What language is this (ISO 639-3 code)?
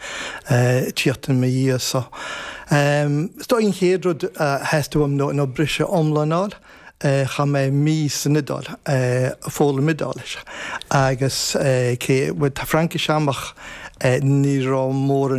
gle